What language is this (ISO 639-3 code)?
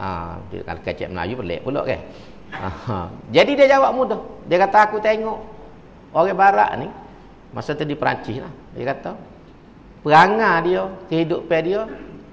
msa